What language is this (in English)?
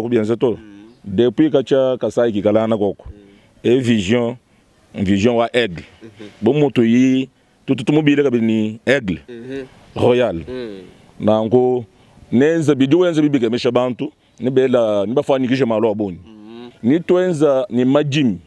Luba-Lulua